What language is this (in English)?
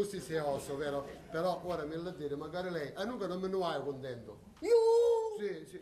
Sicilian